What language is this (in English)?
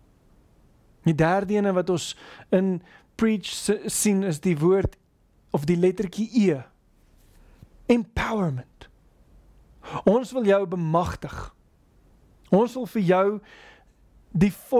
Afrikaans